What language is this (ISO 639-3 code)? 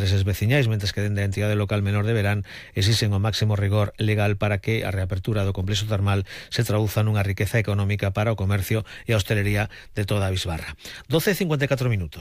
glg